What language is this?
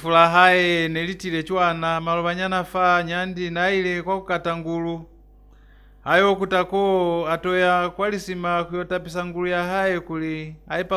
Lozi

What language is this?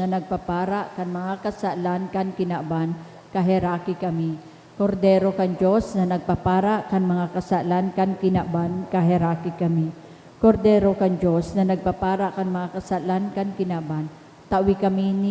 Bikol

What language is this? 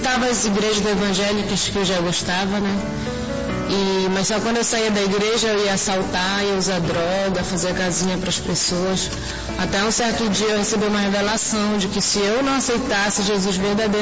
Portuguese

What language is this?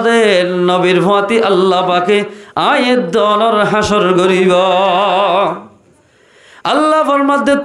Rohingya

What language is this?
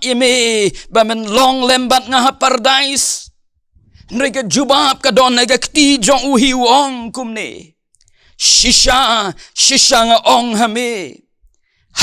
Khasi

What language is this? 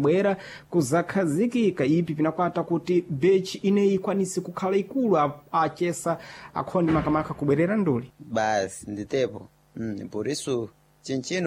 Sena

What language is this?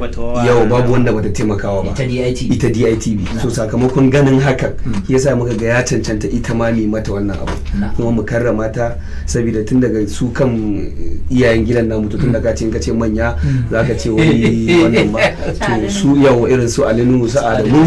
Hausa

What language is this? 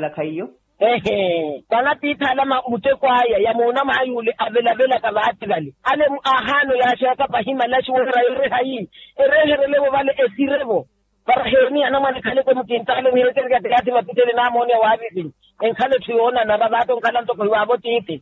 Makhuwa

